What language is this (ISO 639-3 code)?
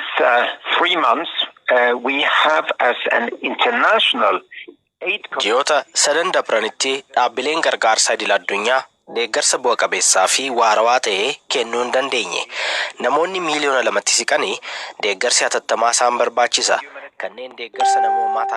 orm